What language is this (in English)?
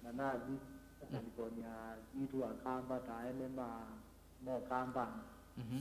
Kamba